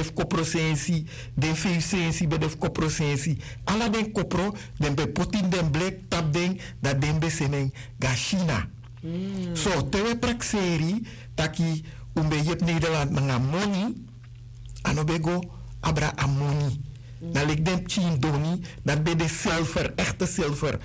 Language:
Sranan Tongo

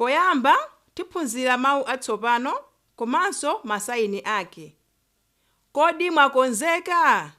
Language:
Nyanja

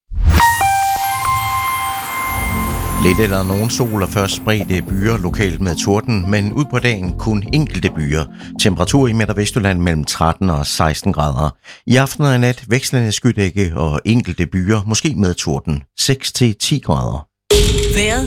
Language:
Danish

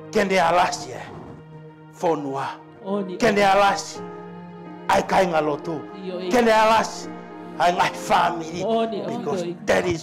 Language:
Tongan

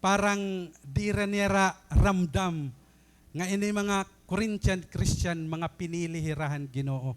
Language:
Waray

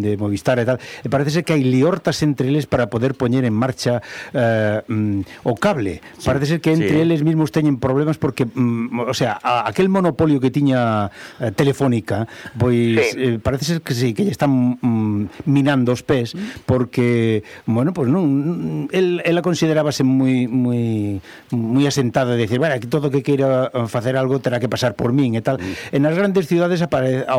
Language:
Galician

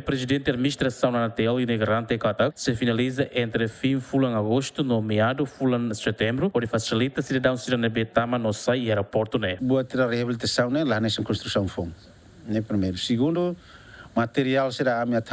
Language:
Tetum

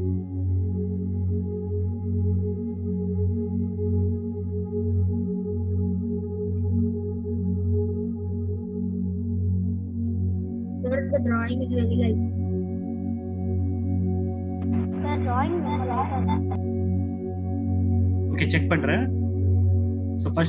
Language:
Tamil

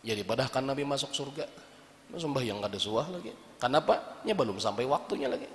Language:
Banjar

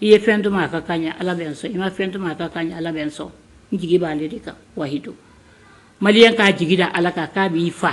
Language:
Bambara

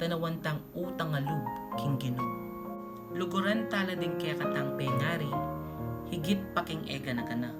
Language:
Pampanga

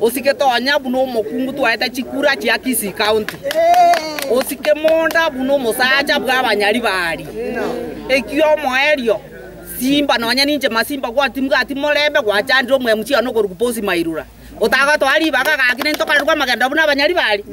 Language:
Gusii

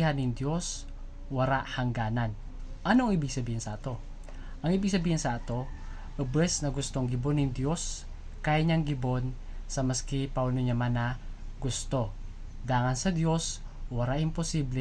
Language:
Bikol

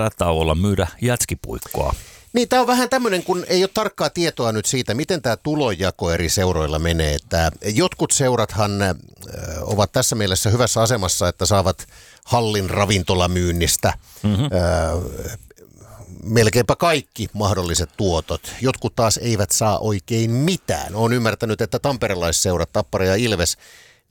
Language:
Finnish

